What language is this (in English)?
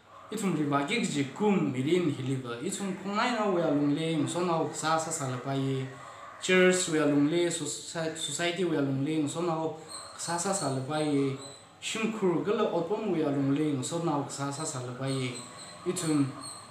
Tangkhul Naga (India)